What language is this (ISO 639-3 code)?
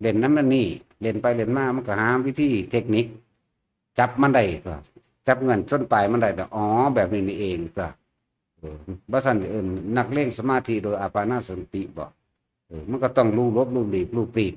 tts